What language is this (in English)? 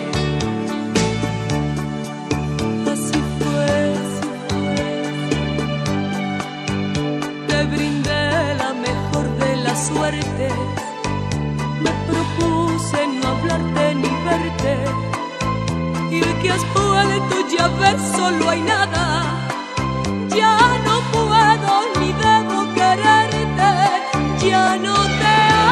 Spanish